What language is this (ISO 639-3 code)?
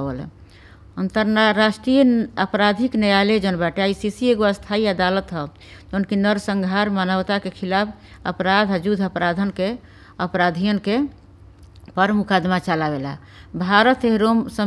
bho